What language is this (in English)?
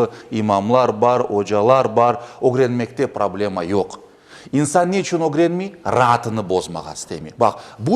Crimean Tatar